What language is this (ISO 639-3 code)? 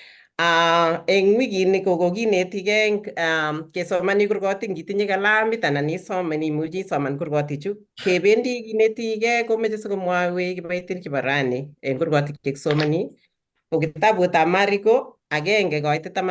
kln